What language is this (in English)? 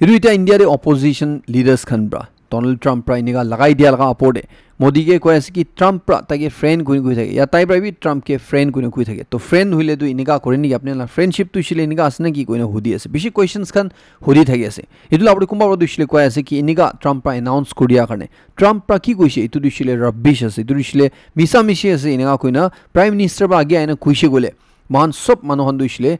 Naga Pidgin